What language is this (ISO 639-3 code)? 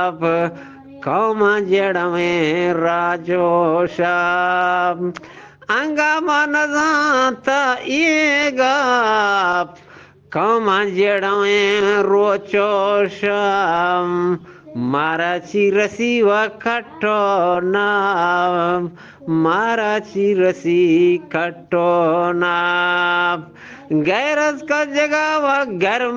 bgp